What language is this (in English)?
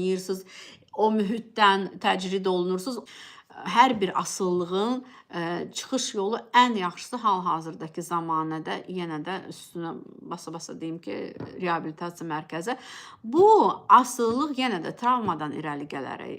Azerbaijani